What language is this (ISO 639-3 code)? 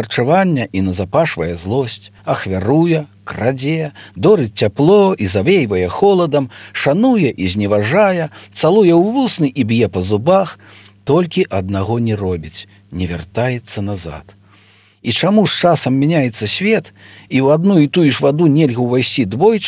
bel